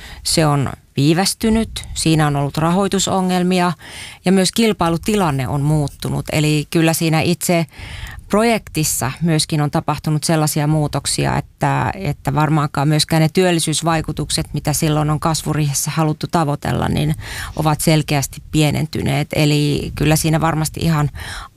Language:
Finnish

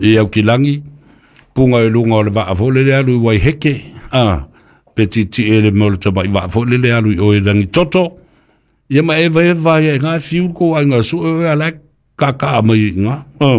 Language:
Samoan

